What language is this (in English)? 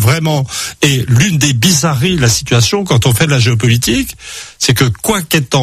French